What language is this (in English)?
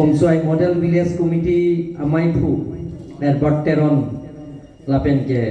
Karbi